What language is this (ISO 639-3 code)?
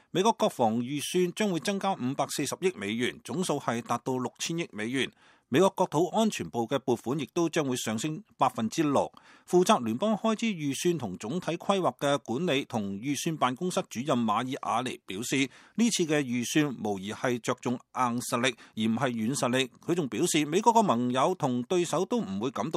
yue